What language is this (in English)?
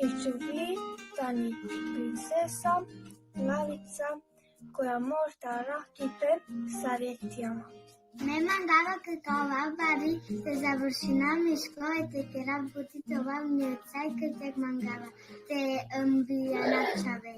Balkan Romani